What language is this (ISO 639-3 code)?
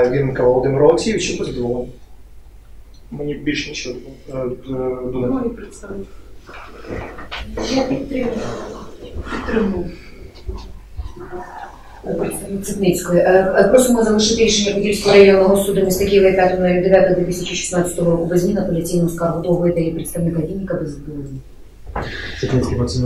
ukr